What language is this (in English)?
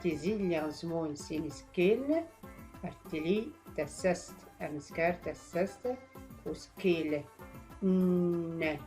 Tachelhit